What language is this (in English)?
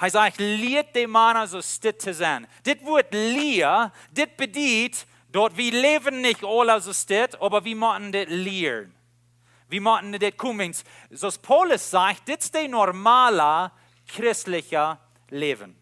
Plautdietsch